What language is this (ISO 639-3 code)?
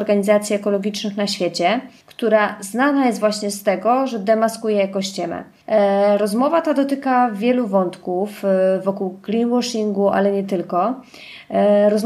pol